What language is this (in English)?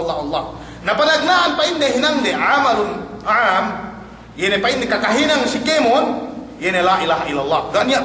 Yakan